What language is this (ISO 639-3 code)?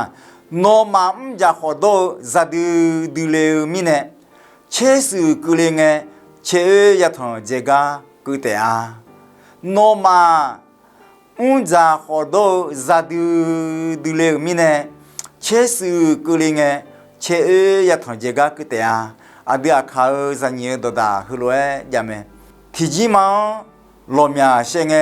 ahk